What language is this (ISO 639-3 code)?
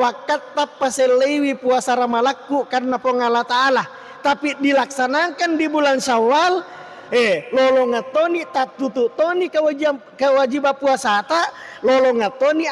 bug